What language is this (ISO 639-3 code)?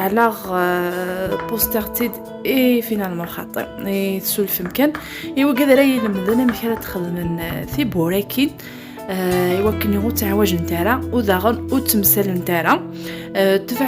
kab